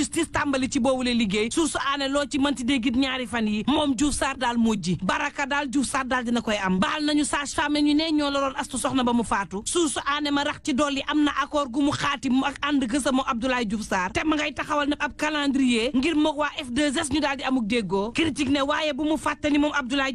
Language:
Wolof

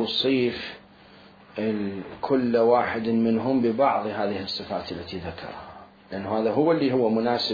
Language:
Mesopotamian Arabic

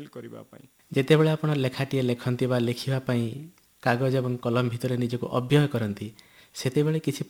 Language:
Odia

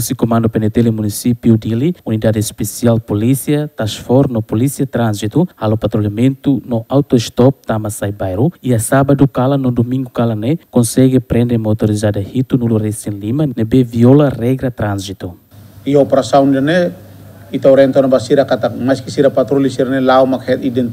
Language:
Tetum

